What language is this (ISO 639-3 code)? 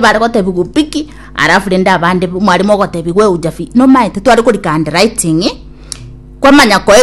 guz